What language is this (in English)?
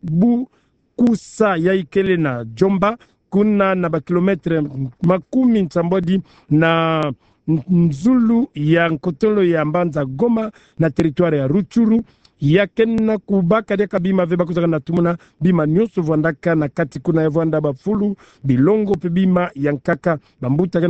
Kituba (Democratic Republic of Congo)